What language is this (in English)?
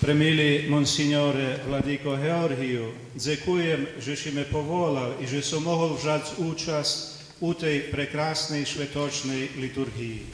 Rusyn